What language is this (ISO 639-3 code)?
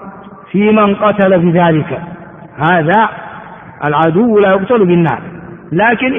ara